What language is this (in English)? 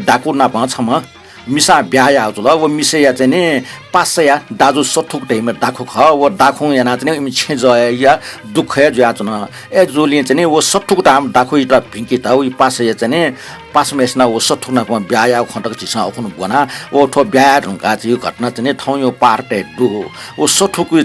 Newari